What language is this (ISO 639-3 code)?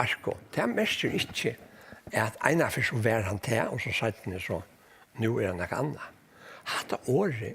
fao